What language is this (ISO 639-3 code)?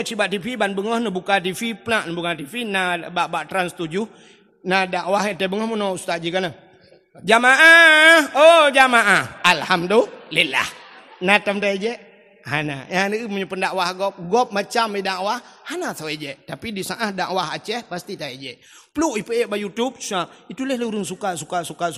ace